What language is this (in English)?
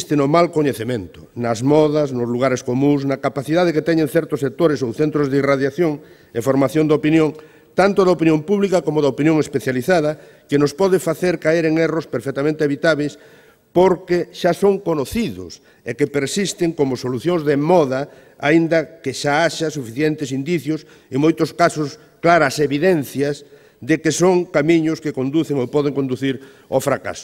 Galician